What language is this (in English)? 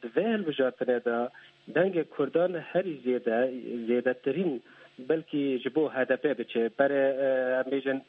Kurdish